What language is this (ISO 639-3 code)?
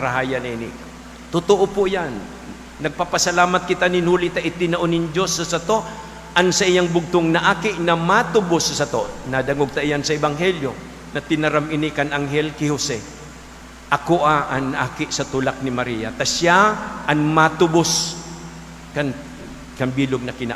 bik